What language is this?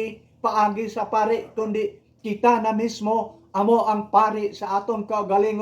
Hiligaynon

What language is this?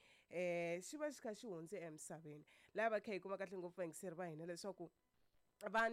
Tsonga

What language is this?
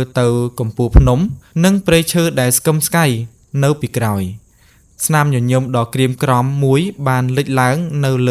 Khmer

